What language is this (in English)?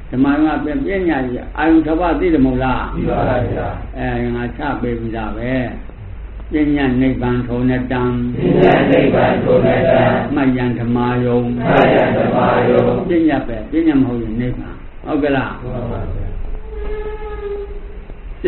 Burmese